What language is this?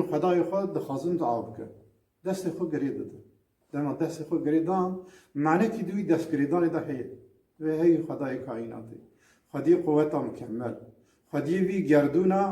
Kurdish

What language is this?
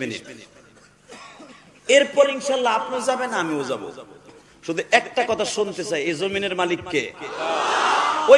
Bangla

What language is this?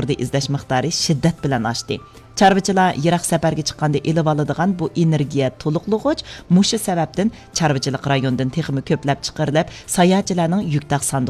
Uyghur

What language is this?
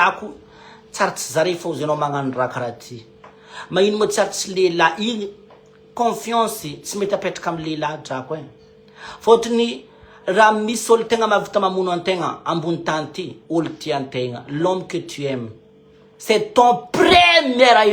Malagasy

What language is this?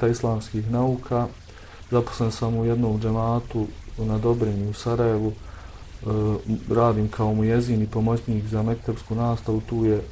Bosnian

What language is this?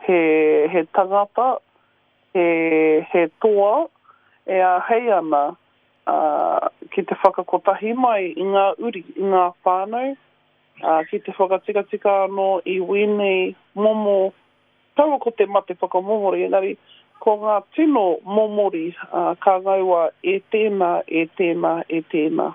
Māori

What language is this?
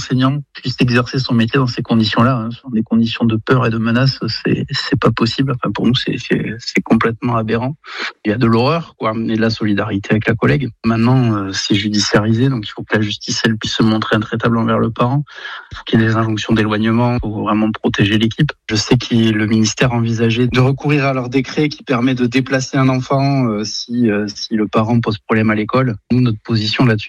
French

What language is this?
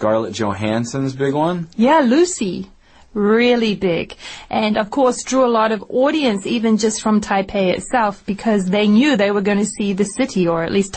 English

